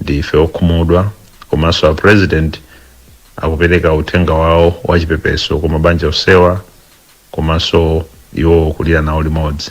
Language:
Nyanja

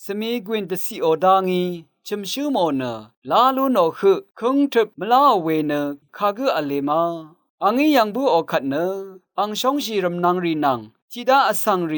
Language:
Rawang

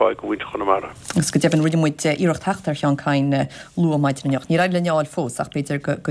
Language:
Irish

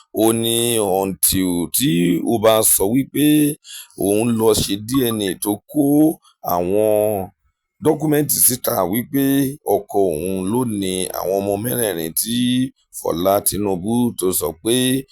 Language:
Yoruba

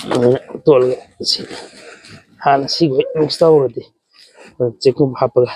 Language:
Manipuri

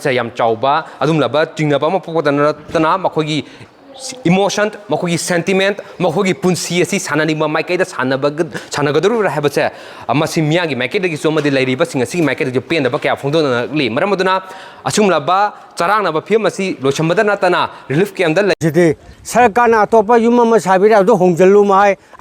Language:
Manipuri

